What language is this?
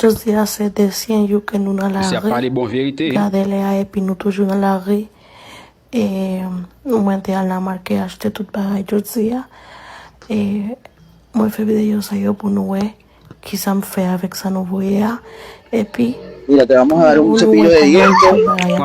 Haitian Creole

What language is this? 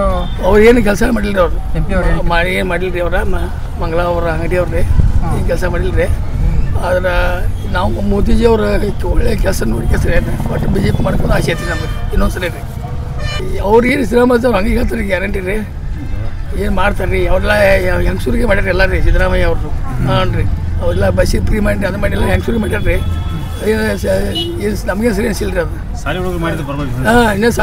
Kannada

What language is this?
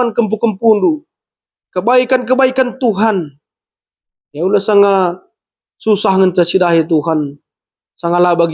Batak Karo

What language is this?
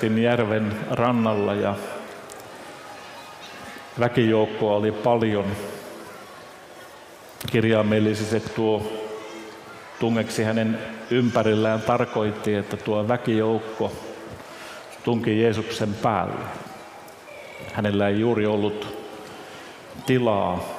Finnish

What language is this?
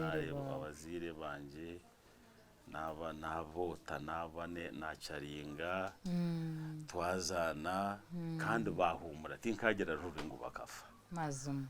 Nyankole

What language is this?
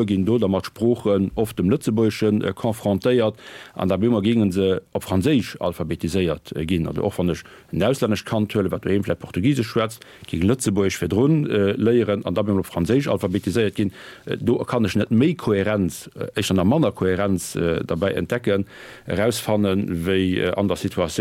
Luxembourgish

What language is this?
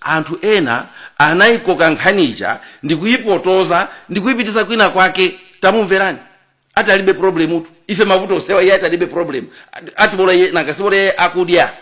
Nyanja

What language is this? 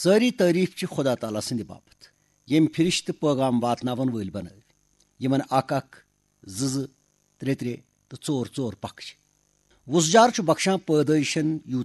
Kashmiri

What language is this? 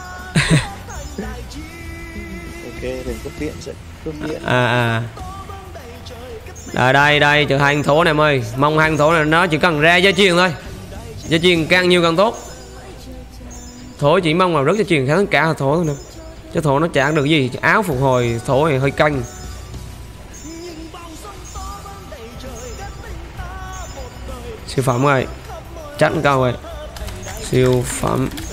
Vietnamese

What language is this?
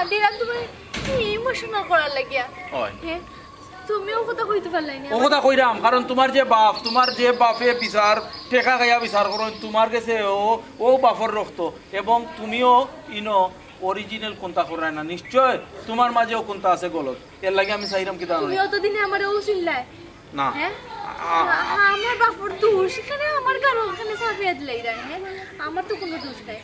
Sylheti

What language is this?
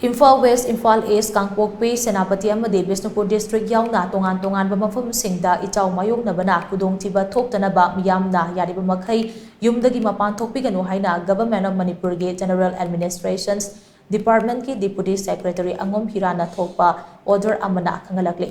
Manipuri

